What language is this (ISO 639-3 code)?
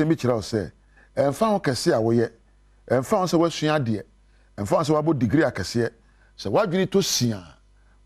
aka